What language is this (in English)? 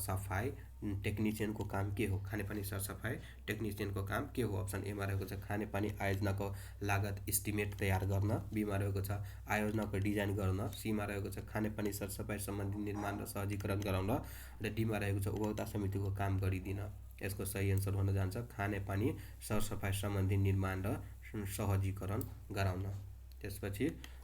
Nepali